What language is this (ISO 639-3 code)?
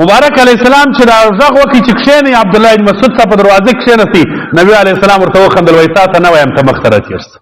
pus